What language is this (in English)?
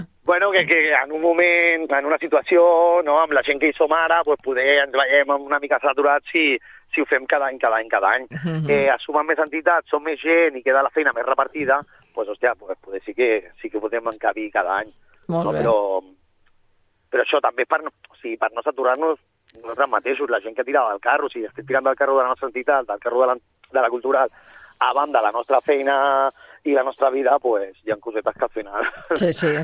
Catalan